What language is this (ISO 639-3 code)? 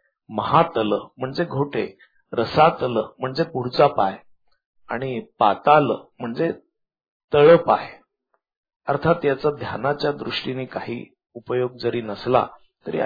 mar